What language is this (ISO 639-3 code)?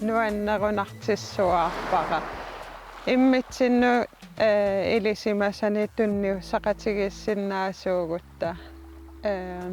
kal